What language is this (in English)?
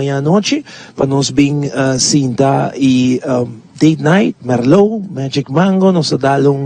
Papiamento